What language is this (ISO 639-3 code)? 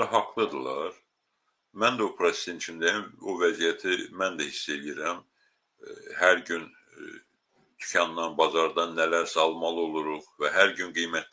aze